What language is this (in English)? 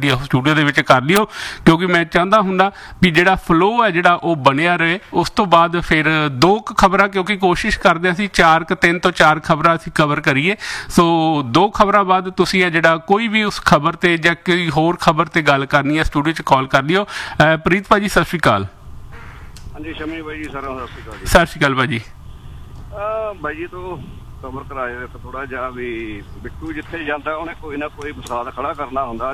Punjabi